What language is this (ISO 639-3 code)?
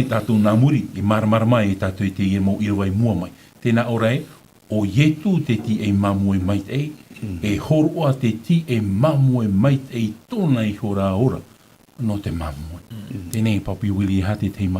tah